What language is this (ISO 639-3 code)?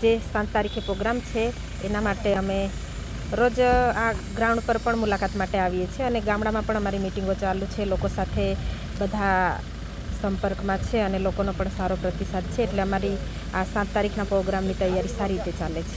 guj